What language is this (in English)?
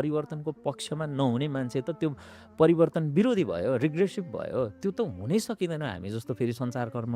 Nepali